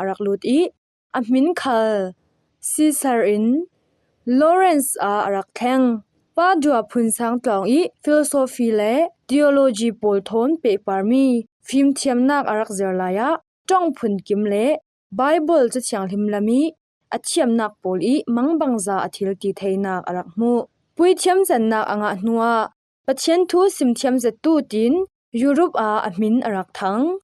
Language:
Falam Chin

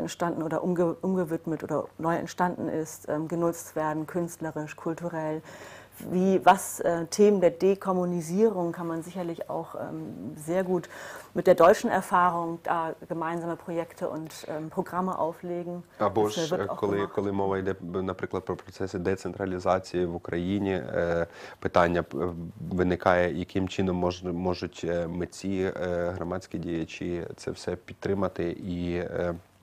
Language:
Ukrainian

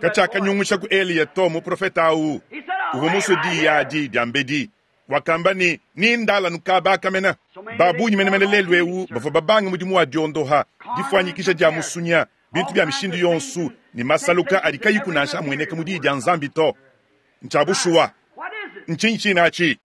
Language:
Luba-Lulua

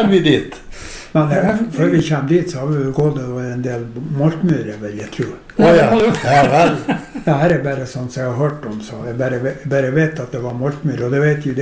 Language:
Norwegian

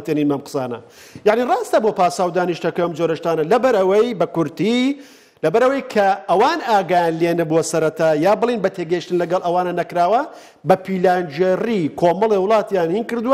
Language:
Central Kurdish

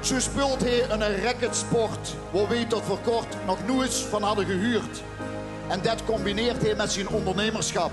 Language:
Limburgish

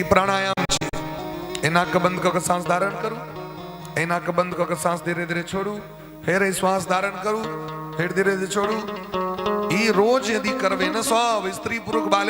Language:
Maithili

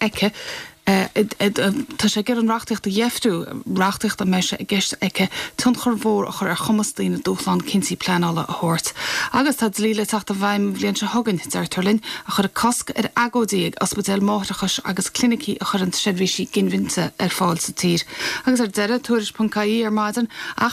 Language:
Irish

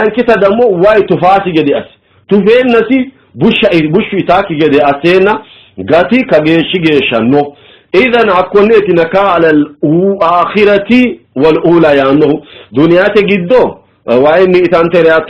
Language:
Sidamo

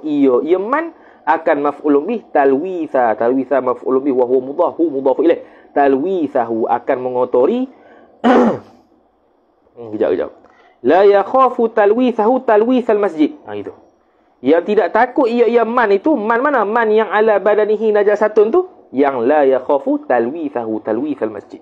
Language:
Malay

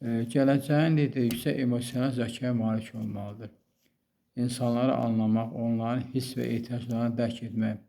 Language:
Azerbaijani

